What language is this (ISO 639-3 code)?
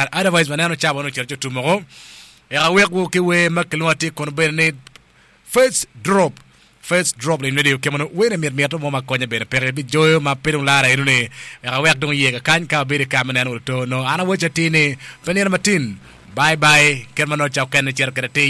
ach